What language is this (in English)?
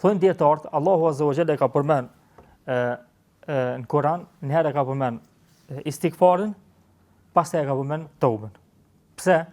Albanian